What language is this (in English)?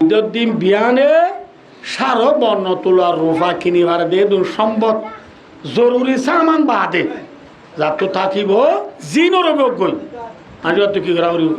Rohingya